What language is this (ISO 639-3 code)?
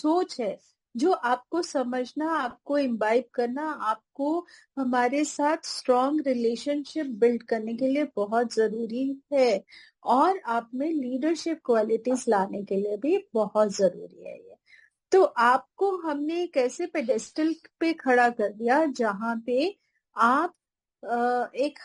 hin